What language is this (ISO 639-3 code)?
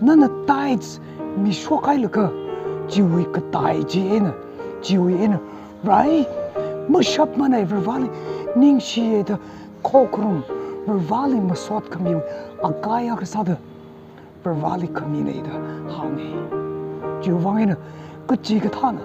nmf